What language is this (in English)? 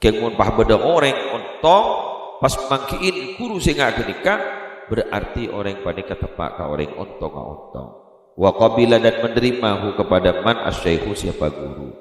Madurese